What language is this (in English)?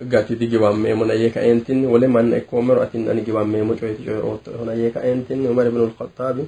Sidamo